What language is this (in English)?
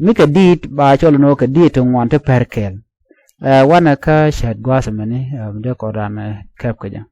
Nuer